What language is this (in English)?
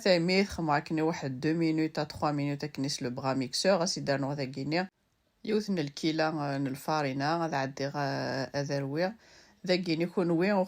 Kabyle